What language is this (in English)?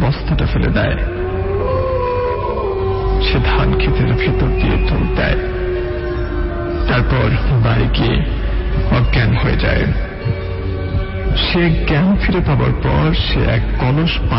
Bangla